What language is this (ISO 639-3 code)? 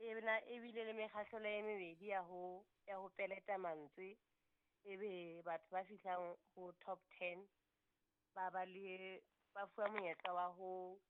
sot